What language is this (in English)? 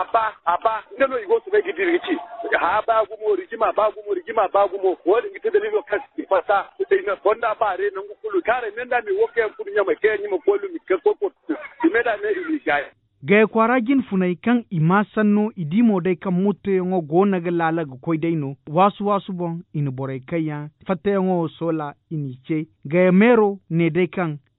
Zarma